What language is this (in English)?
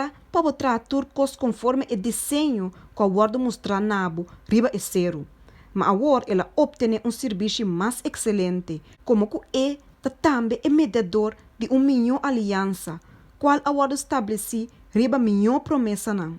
Papiamento